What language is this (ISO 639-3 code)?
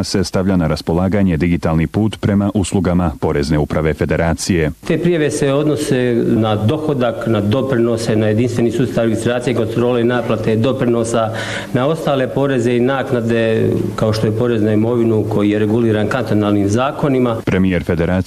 bos